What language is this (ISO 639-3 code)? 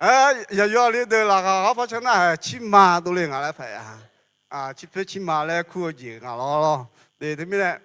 ahk